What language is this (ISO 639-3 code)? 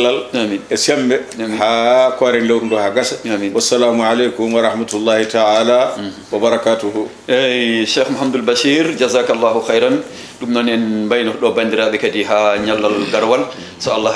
ful